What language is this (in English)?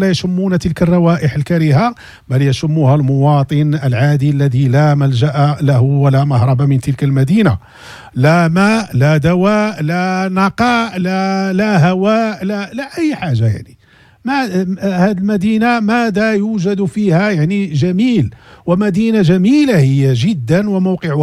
Moroccan Arabic